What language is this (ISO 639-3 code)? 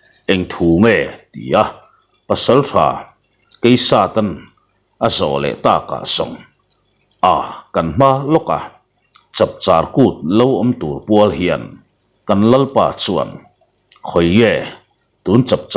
lus